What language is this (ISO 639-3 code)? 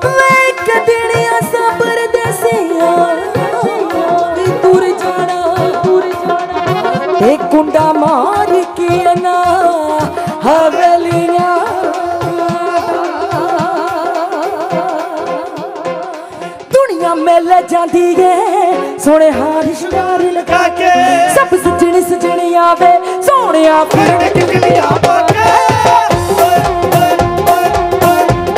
pan